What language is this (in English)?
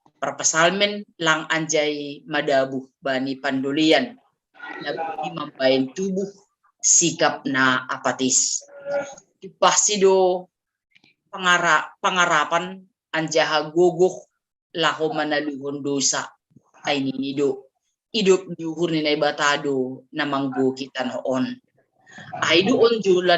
Batak Simalungun